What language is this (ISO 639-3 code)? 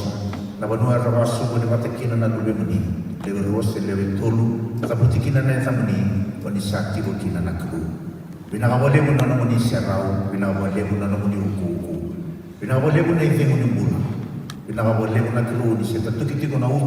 fij